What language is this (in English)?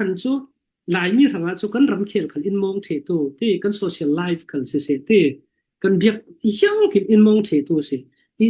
Falam Chin